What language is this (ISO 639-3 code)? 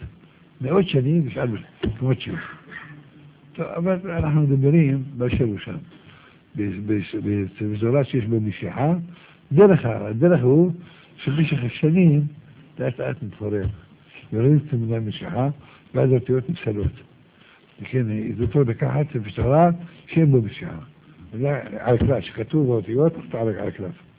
heb